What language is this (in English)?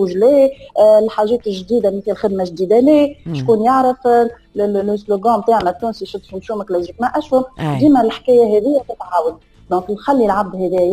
Tunisian Arabic